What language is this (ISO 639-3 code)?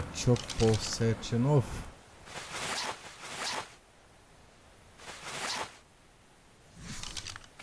por